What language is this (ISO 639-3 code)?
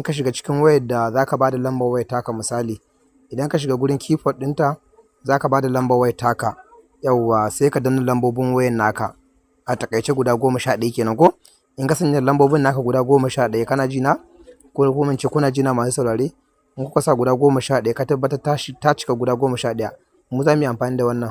hau